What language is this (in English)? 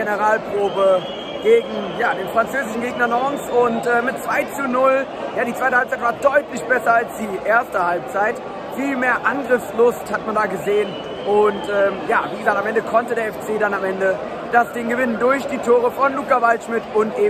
German